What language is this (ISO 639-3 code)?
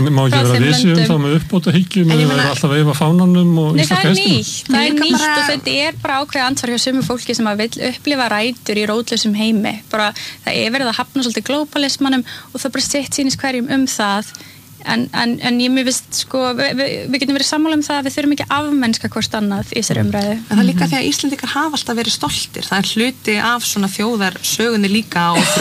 isl